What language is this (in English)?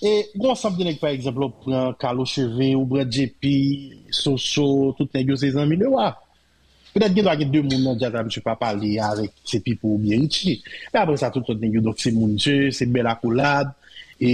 Haitian Creole